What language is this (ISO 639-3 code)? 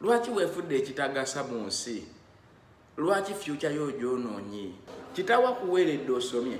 lug